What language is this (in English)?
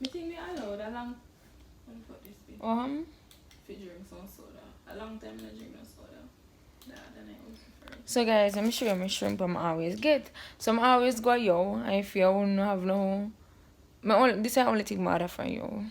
Jamaican Creole English